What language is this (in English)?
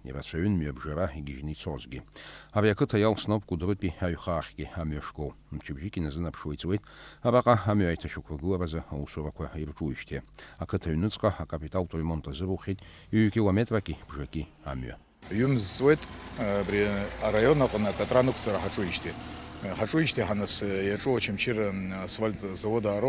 Abkhazian